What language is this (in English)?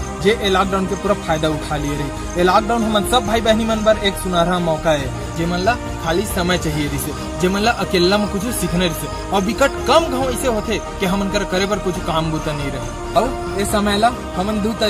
Chhattisgarhi